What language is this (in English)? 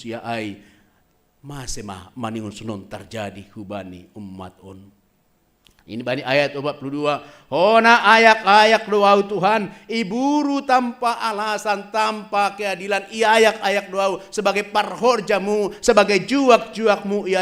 Batak Simalungun